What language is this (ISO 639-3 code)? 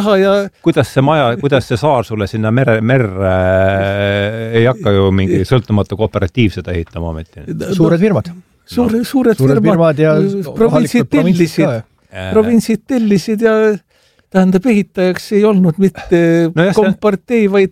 est